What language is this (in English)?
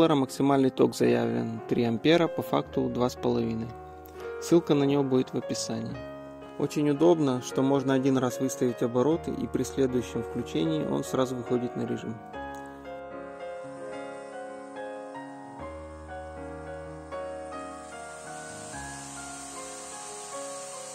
Russian